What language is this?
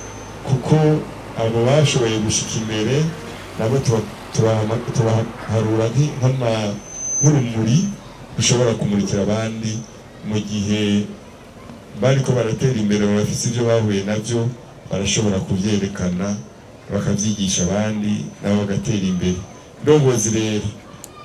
Rundi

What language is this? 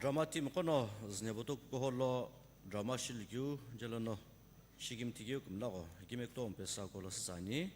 Sumi Naga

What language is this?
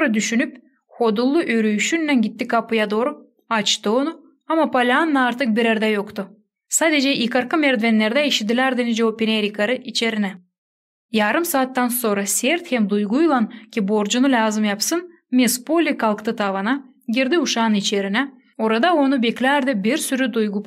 Gagauz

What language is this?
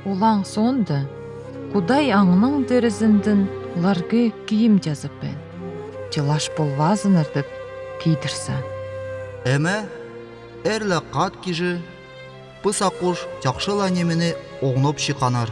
Northern Altai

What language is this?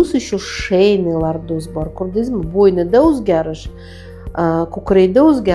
Uzbek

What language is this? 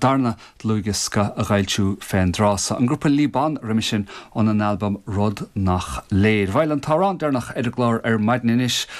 Irish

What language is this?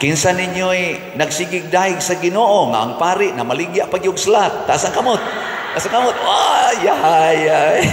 Cebuano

